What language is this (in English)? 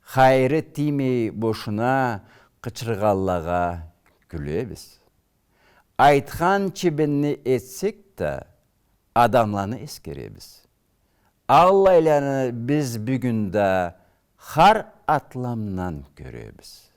Karachay-Balkar